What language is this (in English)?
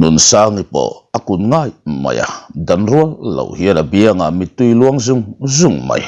Mizo